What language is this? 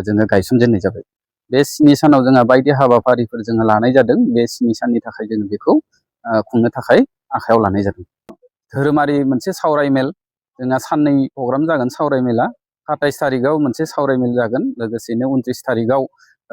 Bodo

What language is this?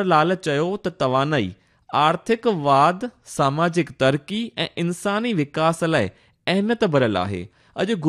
Sindhi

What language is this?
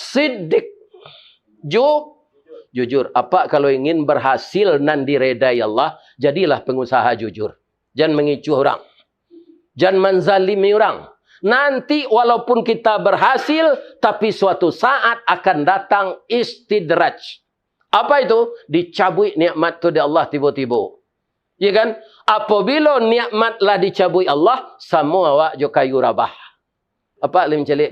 Minangkabau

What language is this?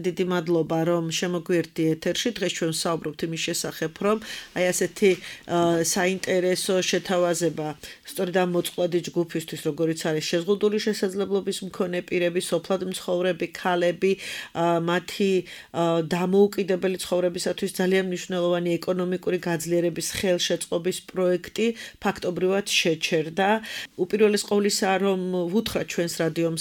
Georgian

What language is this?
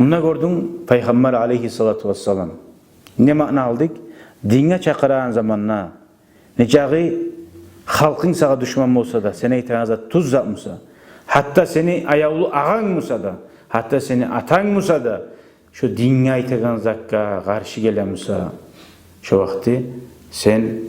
Kumyk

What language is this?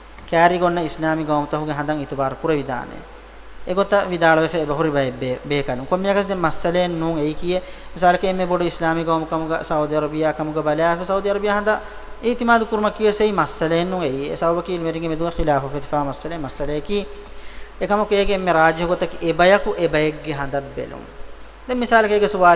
Divehi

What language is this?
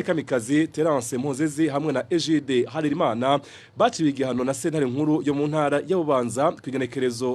Rundi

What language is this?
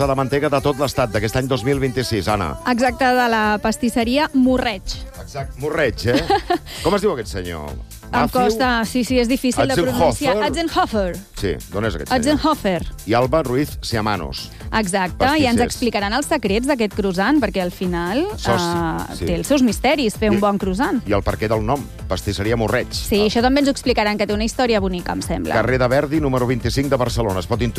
Catalan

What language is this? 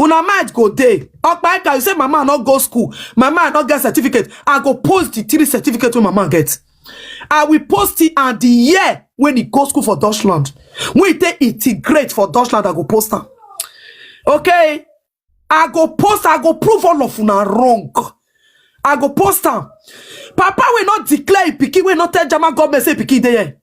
Nigerian Pidgin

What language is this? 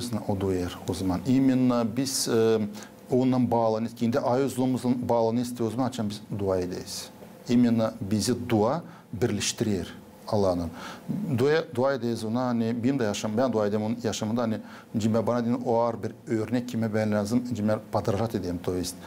Gagauz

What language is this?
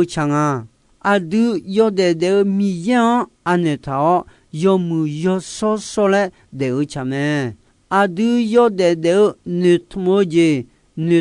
Akha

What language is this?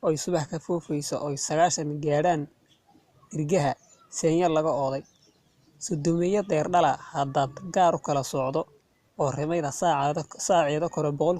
Somali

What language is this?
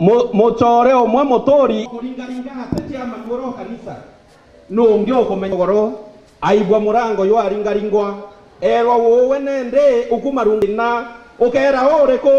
Meru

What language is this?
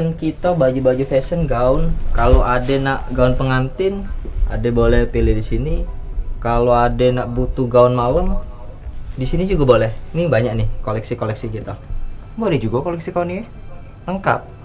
Musi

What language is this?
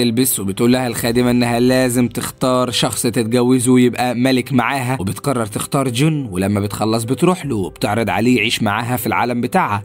Egyptian Arabic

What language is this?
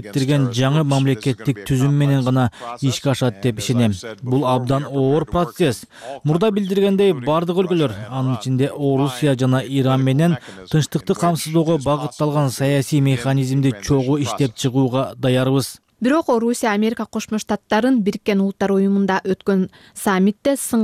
Kyrgyz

